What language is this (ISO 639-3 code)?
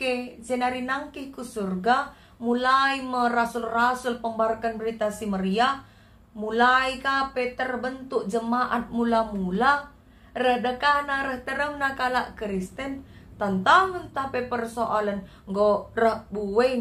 btx